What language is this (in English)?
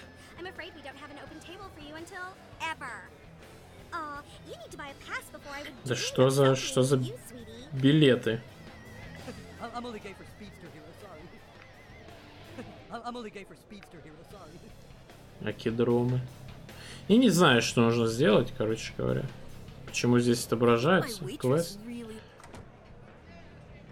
Russian